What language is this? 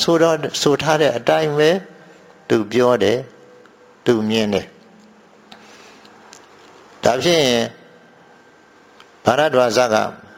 Burmese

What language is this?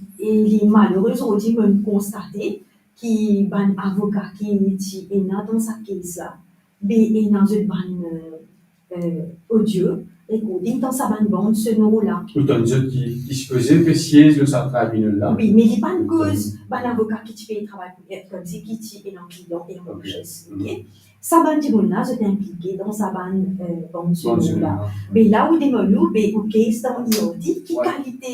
Morisyen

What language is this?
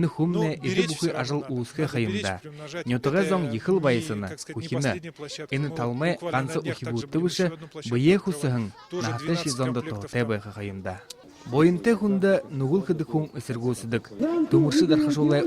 Buriat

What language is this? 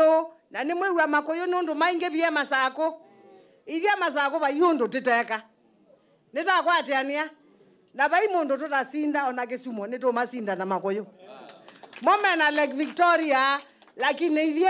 Kamba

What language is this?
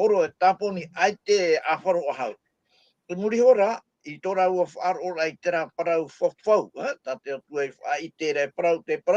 Tahitian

